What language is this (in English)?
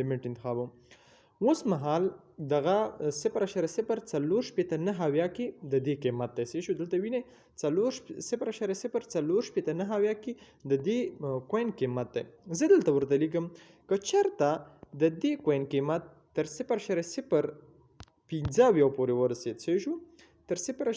Pashto